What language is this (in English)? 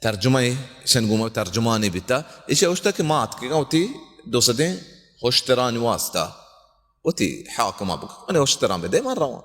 Baluchi